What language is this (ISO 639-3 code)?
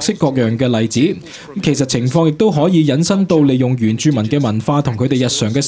yue